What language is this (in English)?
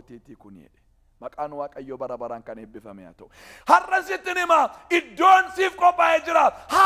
Oromo